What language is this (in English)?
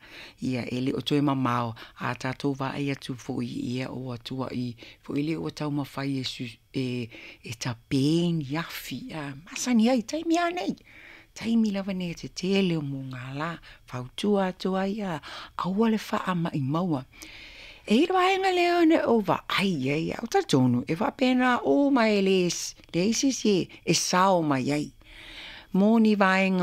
Samoan